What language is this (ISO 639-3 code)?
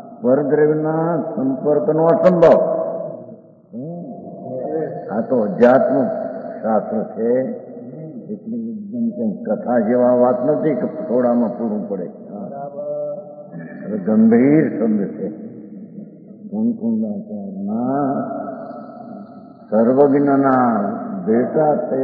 guj